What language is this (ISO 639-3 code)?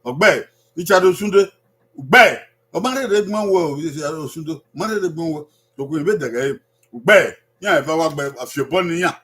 bin